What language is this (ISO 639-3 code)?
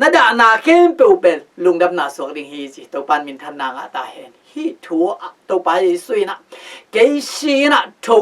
ctd